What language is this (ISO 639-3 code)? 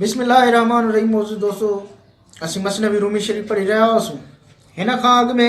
snd